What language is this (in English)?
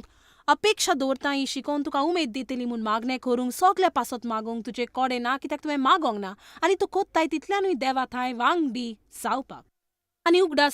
Konkani